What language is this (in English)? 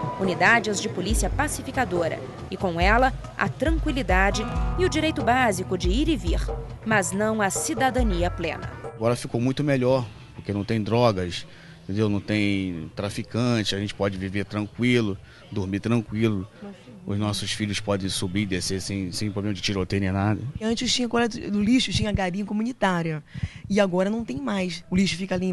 Portuguese